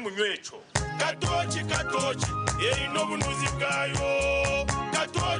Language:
Nyankole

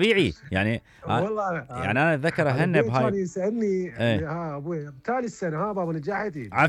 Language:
Mesopotamian Arabic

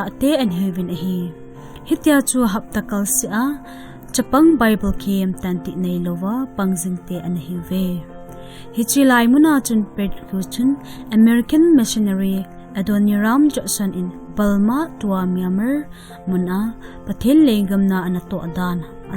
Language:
Thado Chin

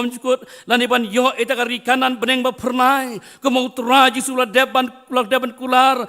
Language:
Khasi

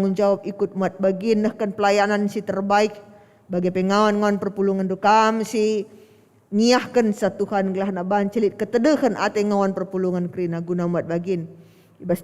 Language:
Batak Karo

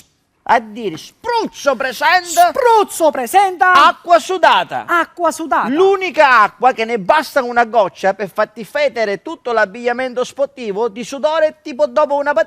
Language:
Sicilian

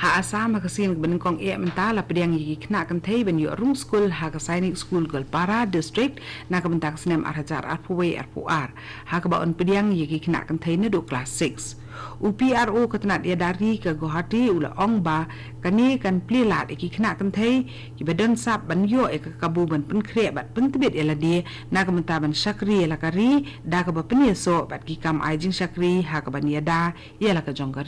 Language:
Khasi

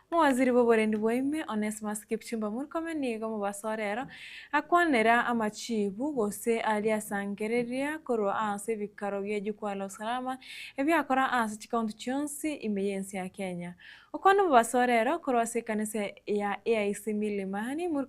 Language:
Gusii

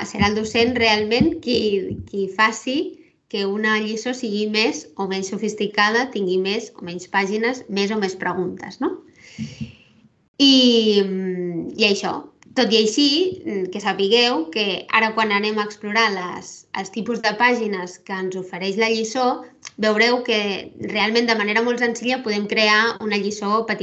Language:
Catalan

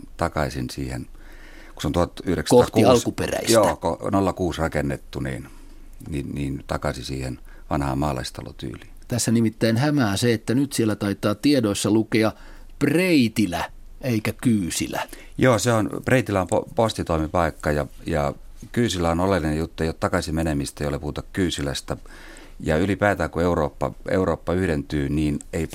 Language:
Finnish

